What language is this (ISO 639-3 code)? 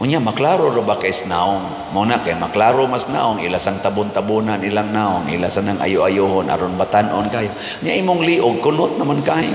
ceb